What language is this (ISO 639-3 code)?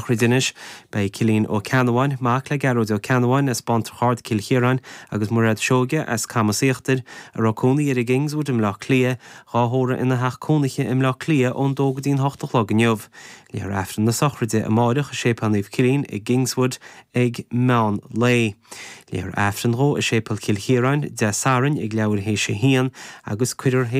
gle